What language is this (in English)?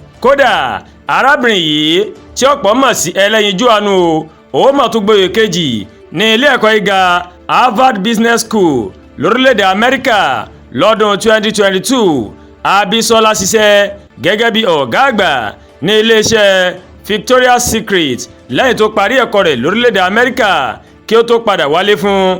Yoruba